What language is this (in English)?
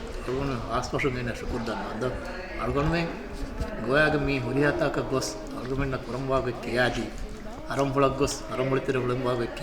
Divehi